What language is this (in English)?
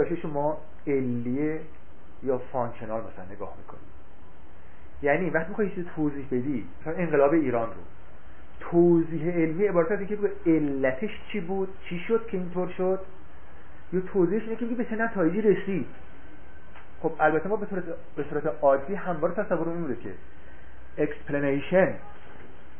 Persian